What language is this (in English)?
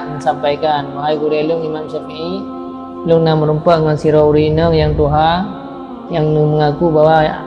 Achinese